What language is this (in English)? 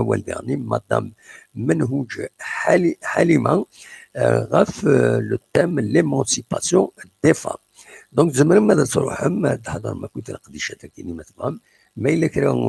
Kabyle